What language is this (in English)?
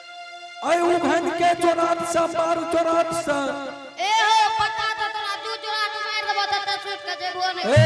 Angika